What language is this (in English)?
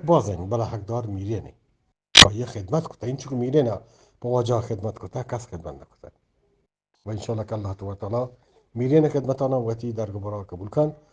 Eastern Balochi